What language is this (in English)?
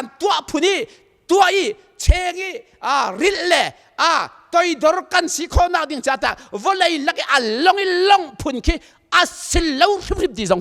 Hakha Chin